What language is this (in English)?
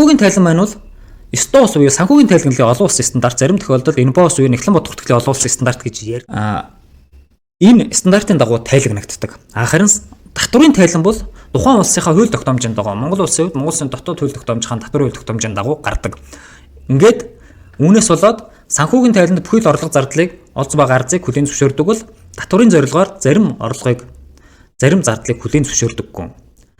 Mongolian